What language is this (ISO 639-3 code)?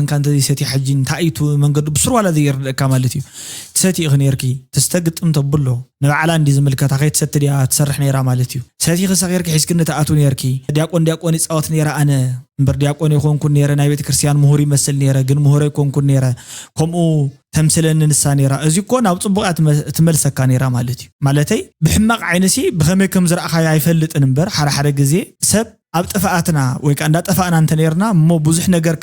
tir